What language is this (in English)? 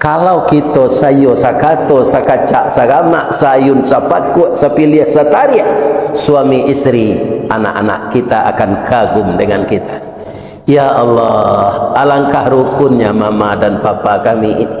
Minangkabau